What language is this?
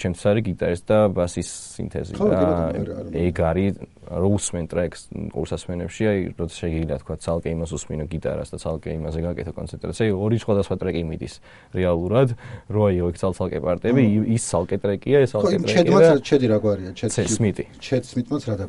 Georgian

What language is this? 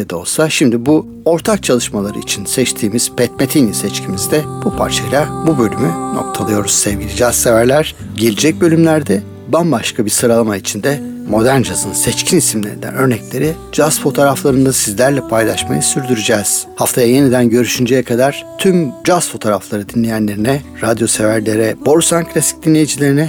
Turkish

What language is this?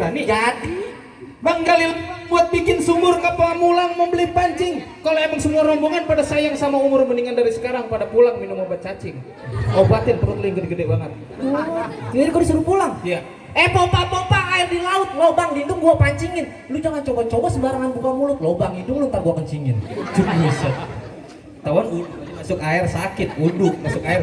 Betawi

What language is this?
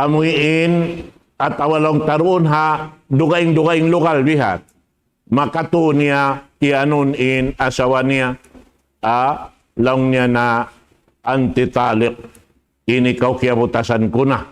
Tausug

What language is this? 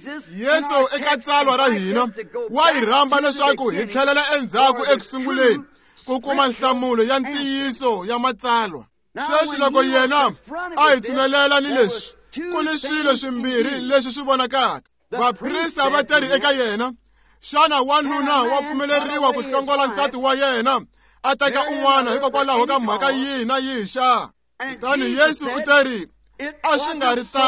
Tsonga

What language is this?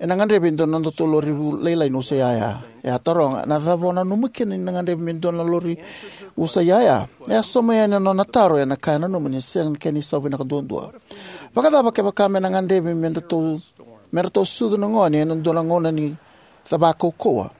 Fijian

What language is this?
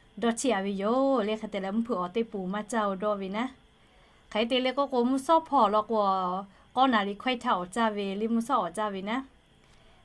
Lahu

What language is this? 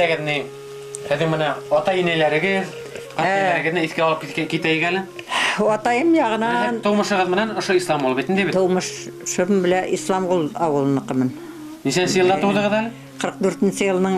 Bashkir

